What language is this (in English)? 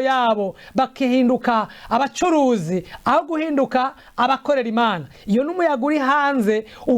Rundi